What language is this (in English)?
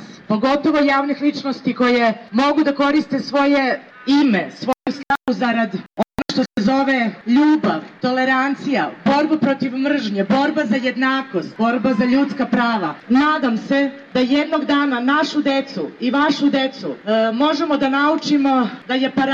Serbian